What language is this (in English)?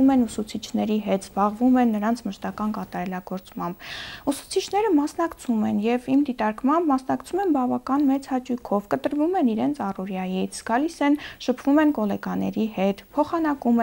Armenian